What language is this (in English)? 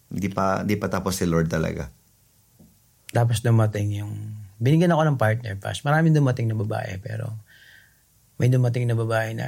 Filipino